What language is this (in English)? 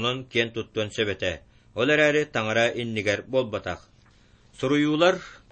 Yakut